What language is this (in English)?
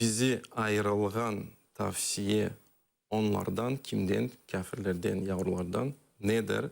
Crimean Tatar